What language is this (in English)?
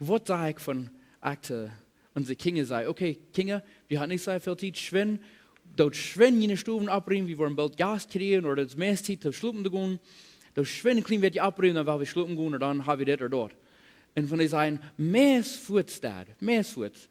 Plautdietsch